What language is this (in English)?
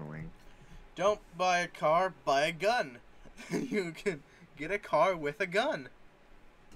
English